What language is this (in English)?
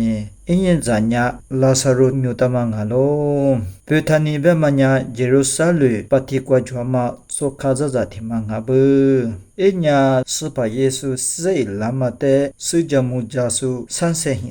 Lisu